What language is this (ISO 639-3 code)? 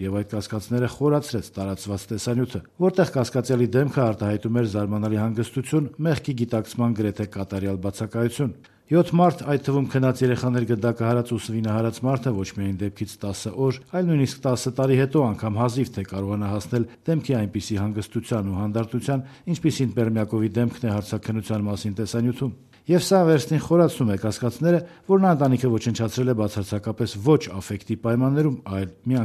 hye